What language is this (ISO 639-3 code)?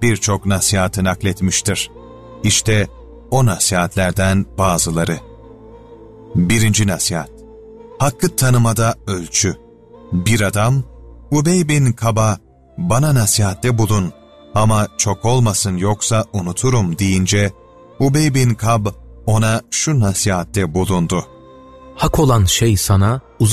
tur